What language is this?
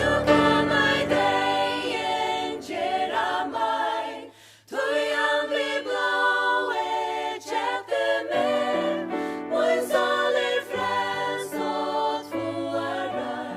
Faroese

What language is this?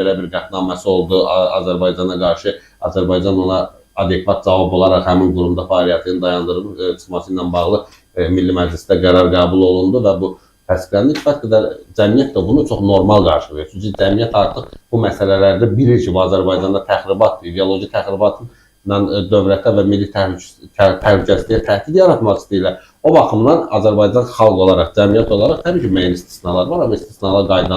Azerbaijani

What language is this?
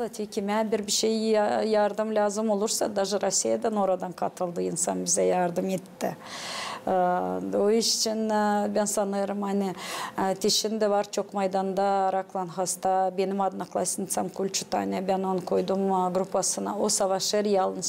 Gagauz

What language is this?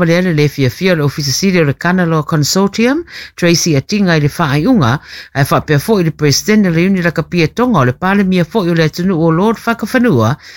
Samoan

